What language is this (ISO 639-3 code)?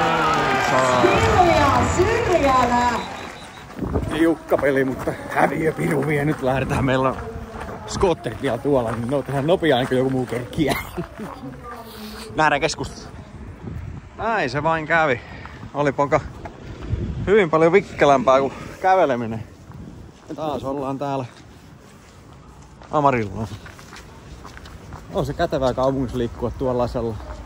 fin